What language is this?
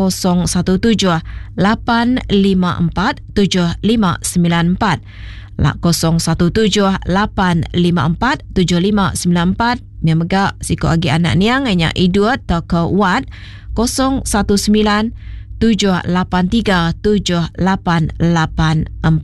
Iban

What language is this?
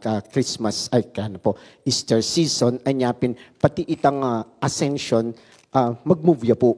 Pampanga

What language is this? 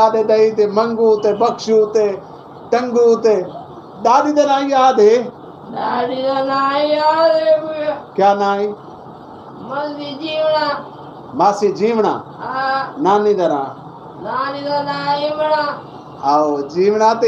Saraiki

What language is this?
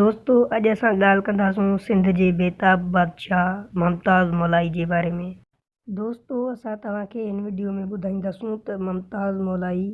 Sindhi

